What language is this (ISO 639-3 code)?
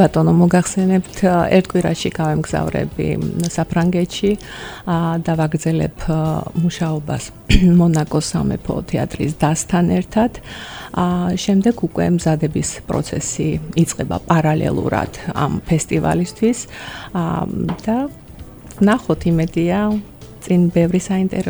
kat